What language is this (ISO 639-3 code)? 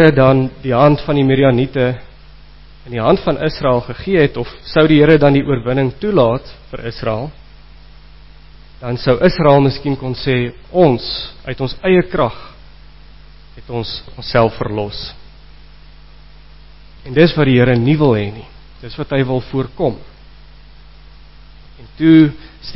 afr